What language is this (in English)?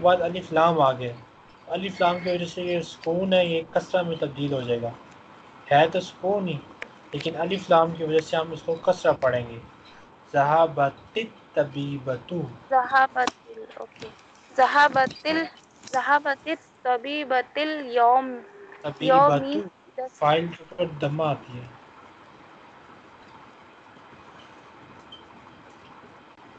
Urdu